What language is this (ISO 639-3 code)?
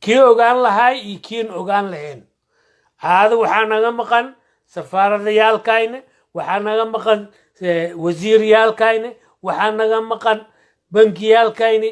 som